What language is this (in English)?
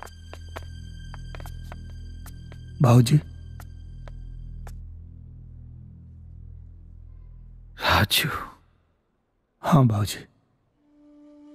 Bhojpuri